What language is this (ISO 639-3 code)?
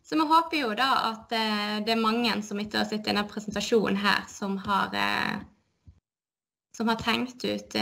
nor